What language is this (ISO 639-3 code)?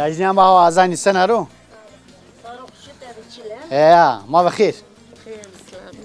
zza